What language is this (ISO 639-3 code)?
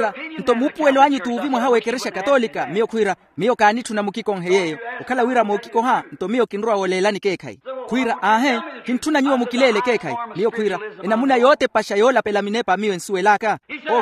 vmw